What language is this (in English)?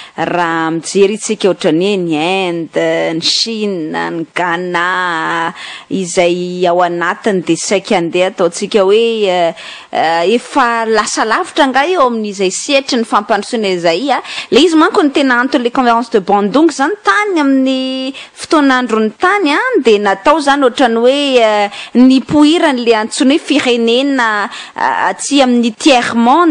Malagasy